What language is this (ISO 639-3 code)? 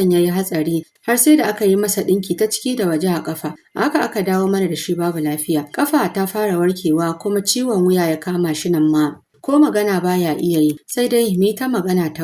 hau